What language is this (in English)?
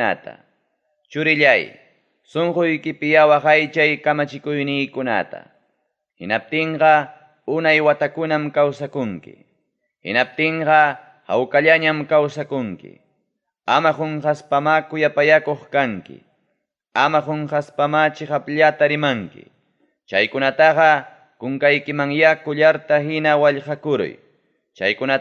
Ayacucho Quechua